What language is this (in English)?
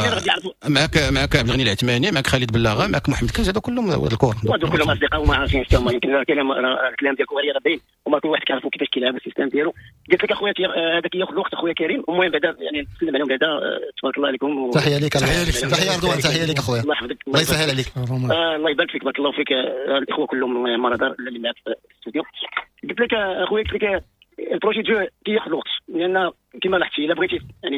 Moroccan Arabic